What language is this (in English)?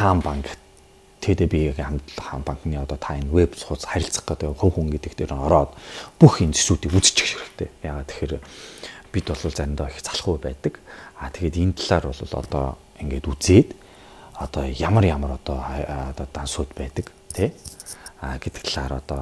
Mongolian